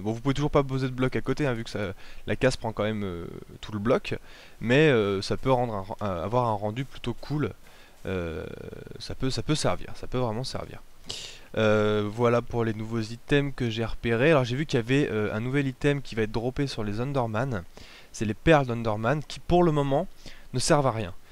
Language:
French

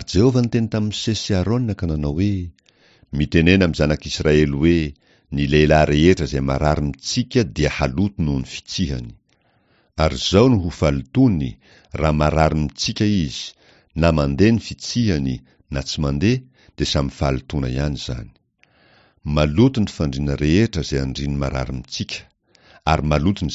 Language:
Malagasy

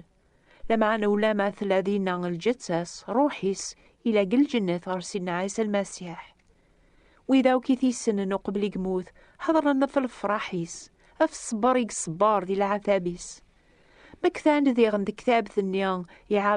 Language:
Kabyle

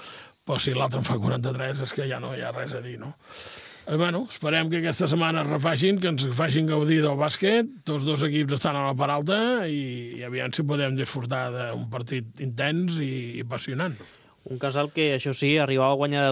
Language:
Catalan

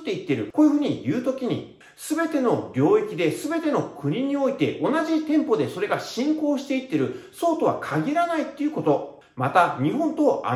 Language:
Japanese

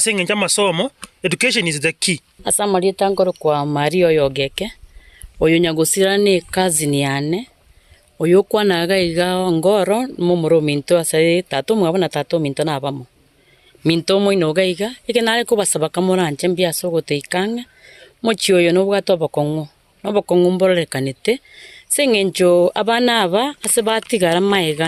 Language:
Gusii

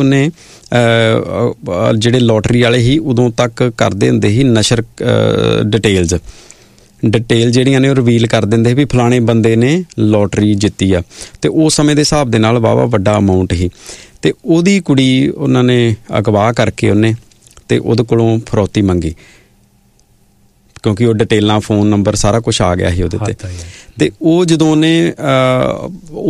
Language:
Punjabi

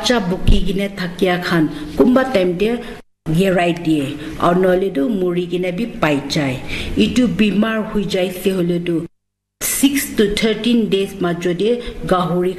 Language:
Naga Pidgin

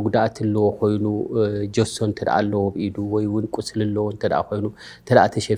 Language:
Tigrinya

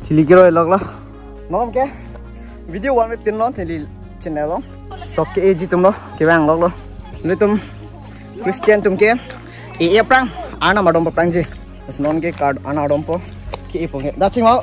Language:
Karbi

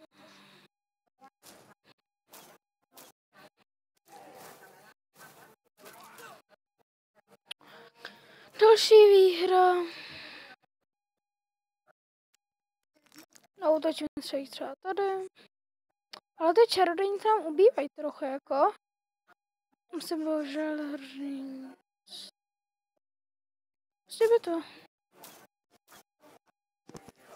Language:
Czech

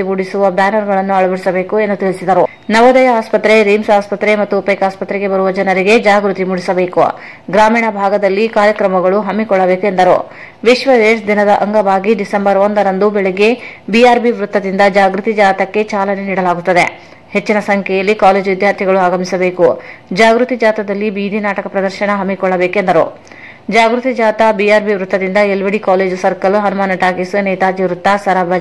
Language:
Kannada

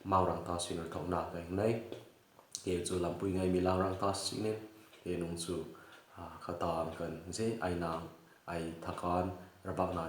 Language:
Hmar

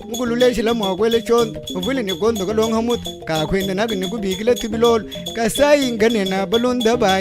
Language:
Luba-Lulua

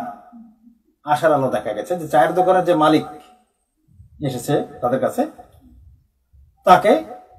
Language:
Bangla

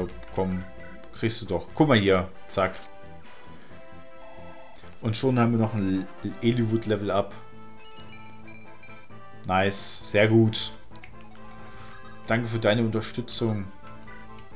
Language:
German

